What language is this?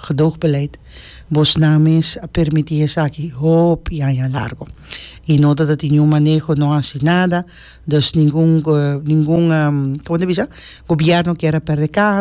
Papiamento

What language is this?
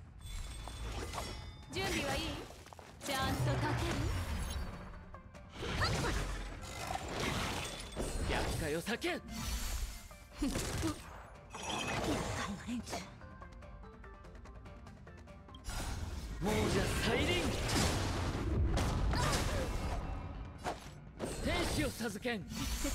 Japanese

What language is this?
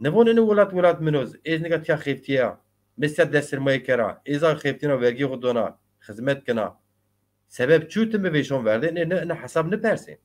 Zaza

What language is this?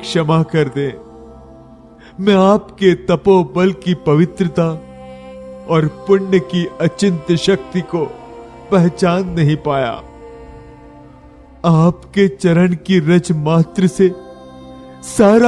Hindi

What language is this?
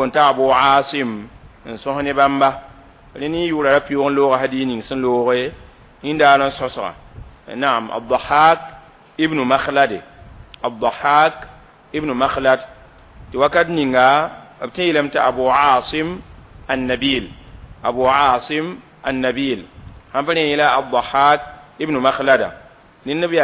Mossi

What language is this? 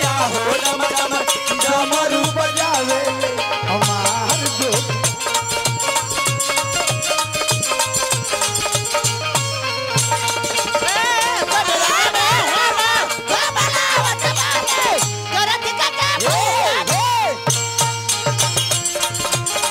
Bhojpuri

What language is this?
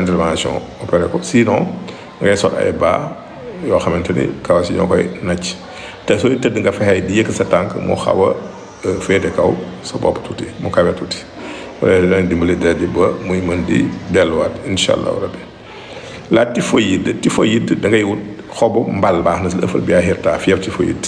Wolof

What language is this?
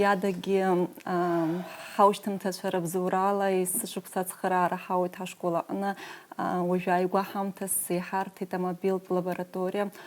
Abkhazian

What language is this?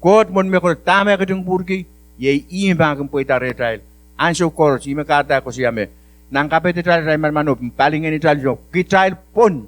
Pohnpeian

